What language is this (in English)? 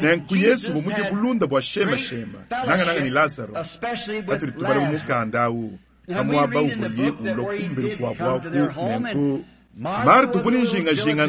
Luba-Lulua